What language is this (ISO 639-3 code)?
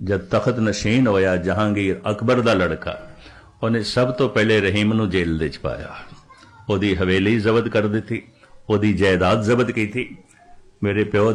pan